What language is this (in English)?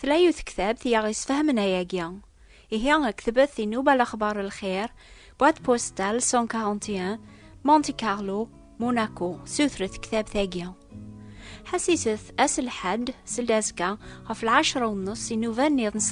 Kabyle